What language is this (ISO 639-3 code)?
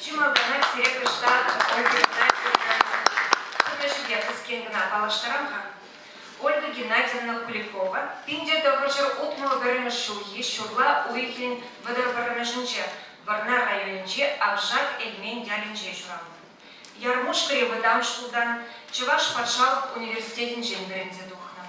chv